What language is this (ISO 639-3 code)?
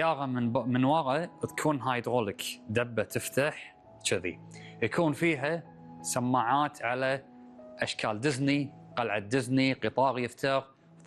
afb